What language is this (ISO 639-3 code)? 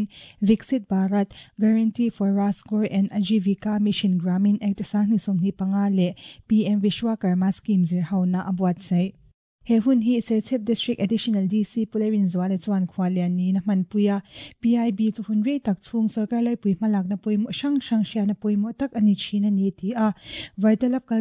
lus